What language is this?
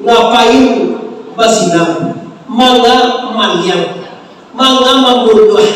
Minangkabau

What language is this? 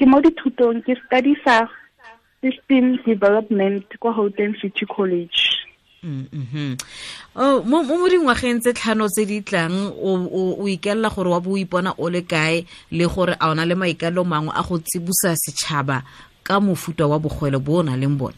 Tswana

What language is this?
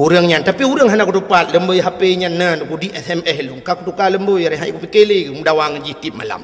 Achinese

